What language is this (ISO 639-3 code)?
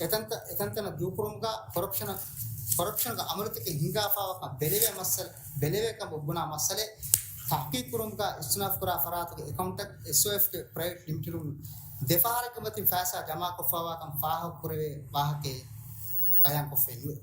div